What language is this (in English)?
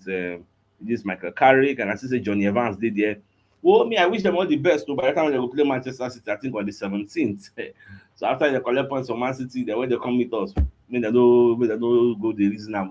Nigerian Pidgin